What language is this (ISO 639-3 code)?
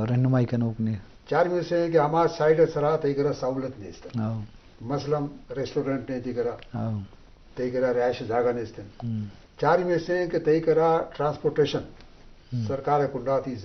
bgp